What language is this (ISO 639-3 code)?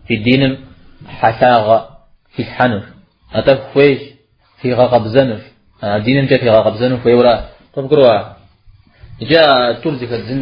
kbd